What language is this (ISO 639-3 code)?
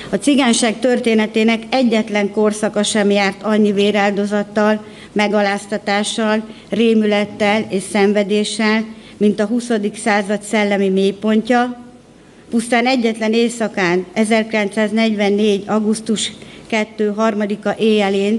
hun